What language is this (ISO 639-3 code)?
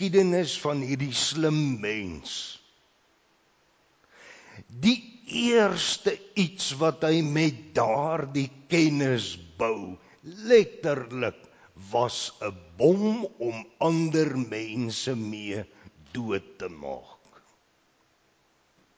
afr